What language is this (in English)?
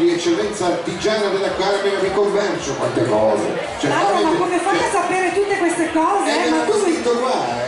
Italian